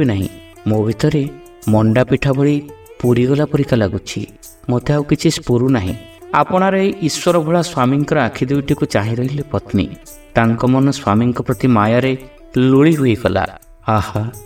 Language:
Odia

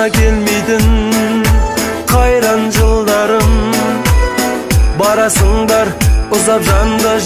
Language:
Kazakh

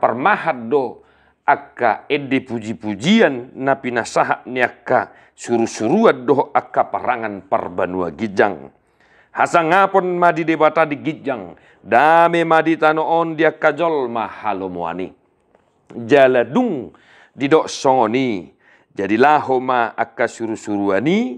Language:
Batak Toba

